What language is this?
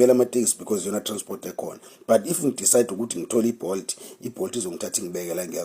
Zulu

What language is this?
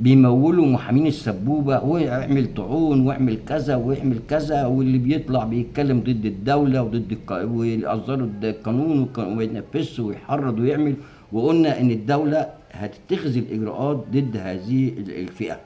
Egyptian Arabic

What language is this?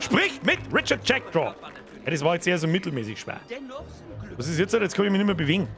Bavarian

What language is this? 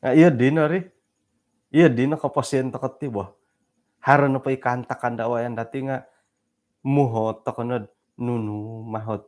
Central Dusun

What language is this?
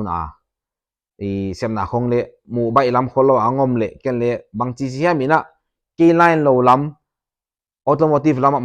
Paite Chin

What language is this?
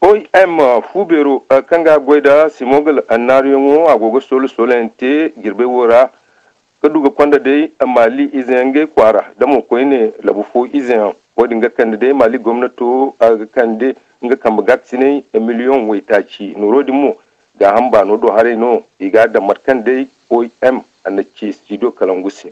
Zarma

